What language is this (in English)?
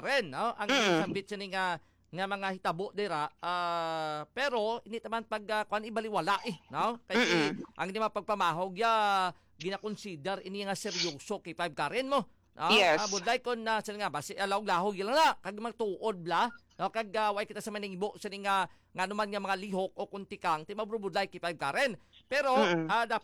Hiligaynon